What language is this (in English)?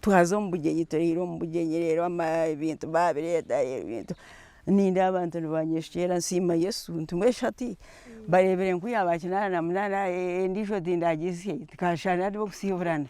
Nyankole